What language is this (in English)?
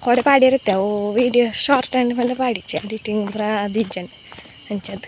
Tulu